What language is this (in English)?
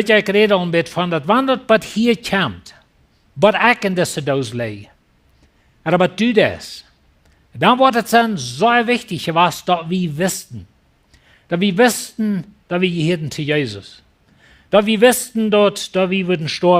Plautdietsch